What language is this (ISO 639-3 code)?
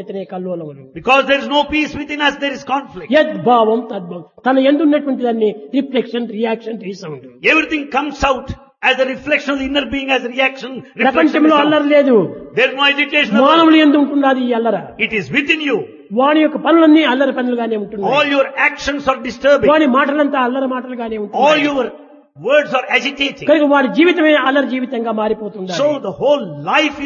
tel